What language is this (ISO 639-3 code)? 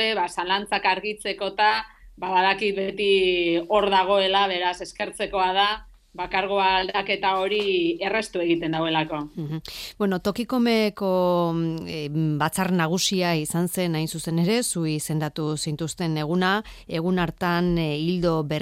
eus